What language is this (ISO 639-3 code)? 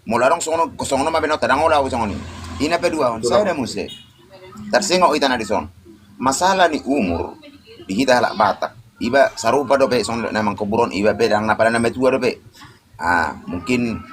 bbc